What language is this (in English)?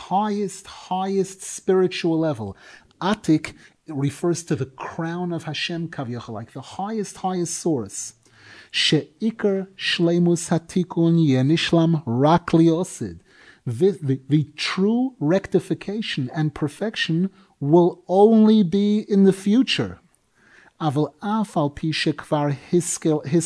English